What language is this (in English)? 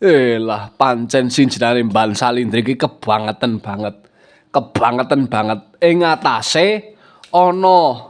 Javanese